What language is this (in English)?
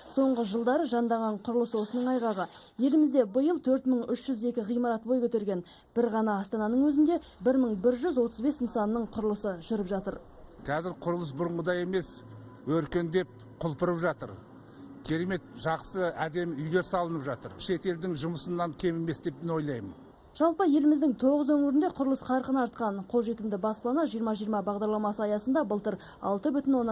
Kazakh